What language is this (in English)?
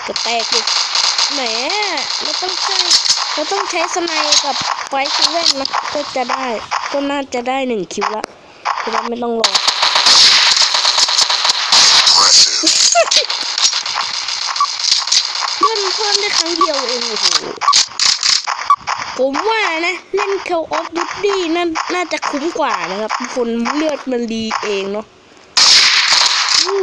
Thai